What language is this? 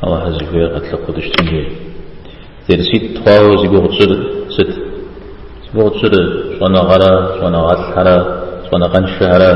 Kabardian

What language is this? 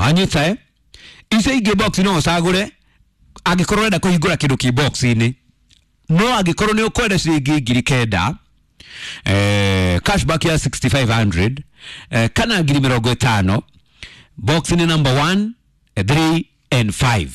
Kikuyu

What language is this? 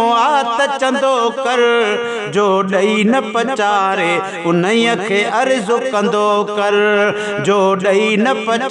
Sindhi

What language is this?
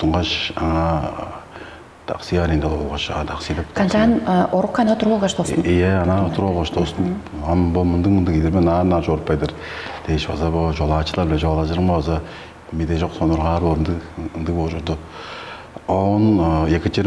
Tuvinian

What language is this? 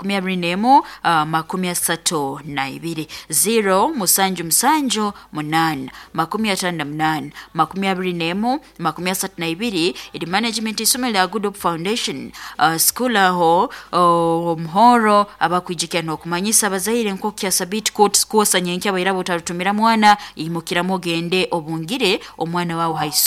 Nyoro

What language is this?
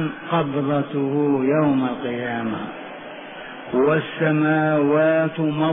Arabic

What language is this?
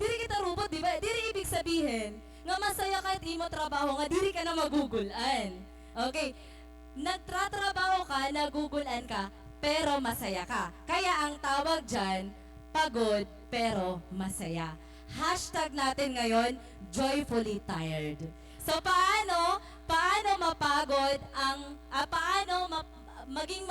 Waray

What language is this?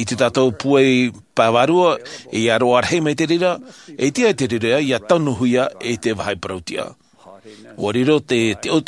Tahitian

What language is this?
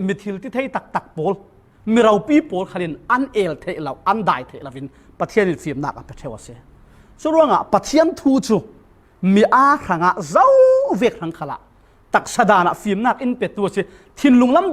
Falam Chin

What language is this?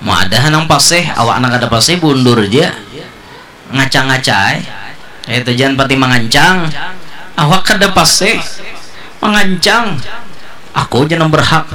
Banjar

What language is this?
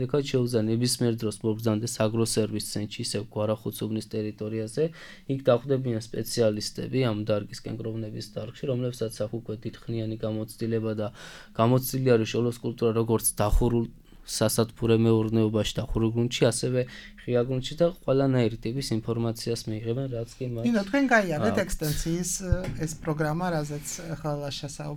Georgian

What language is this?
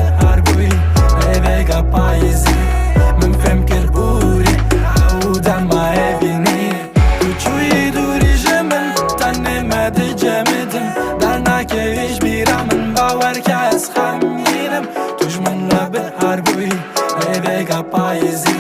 Kurdish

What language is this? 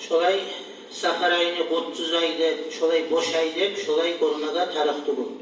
Kumyk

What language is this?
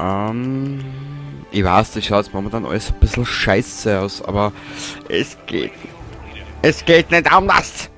Bavarian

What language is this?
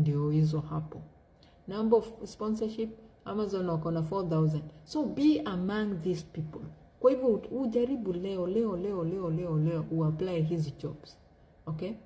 Swahili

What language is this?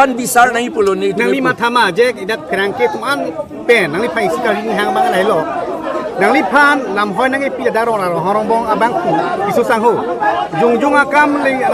Karbi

